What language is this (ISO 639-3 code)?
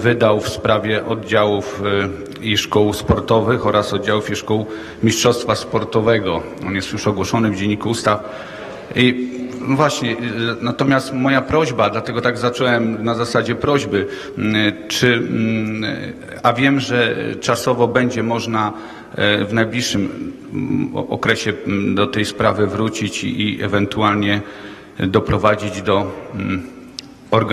pol